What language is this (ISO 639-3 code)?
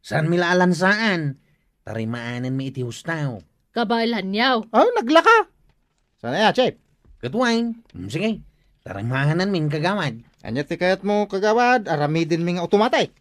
ilo